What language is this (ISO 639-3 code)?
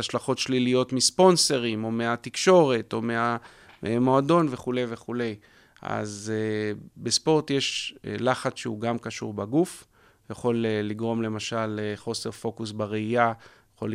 heb